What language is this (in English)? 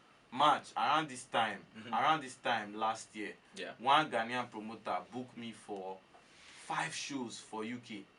Nigerian Pidgin